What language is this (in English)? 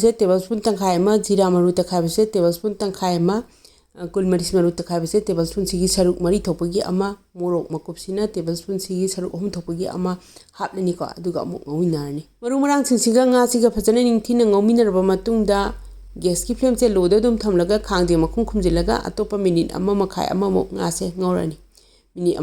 Manipuri